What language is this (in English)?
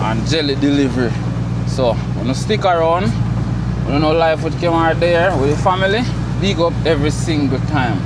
Jamaican Creole English